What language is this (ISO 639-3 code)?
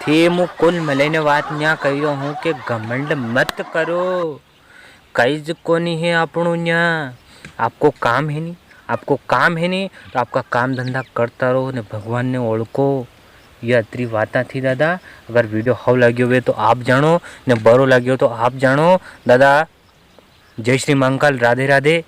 raj